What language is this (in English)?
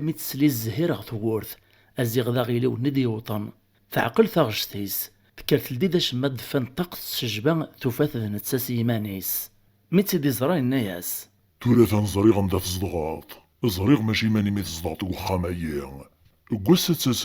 Kabyle